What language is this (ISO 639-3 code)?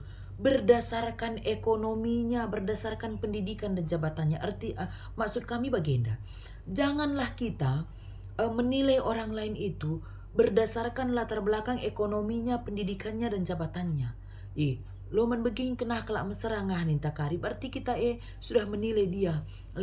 btx